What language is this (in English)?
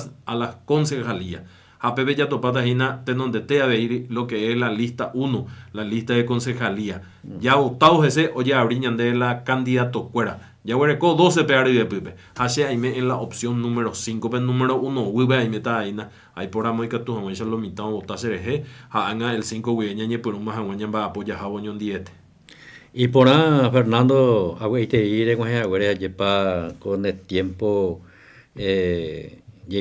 Guarani